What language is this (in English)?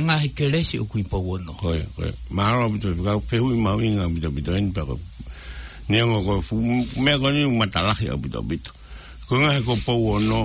Tongan